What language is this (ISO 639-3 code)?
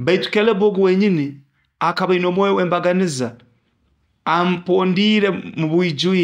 nyo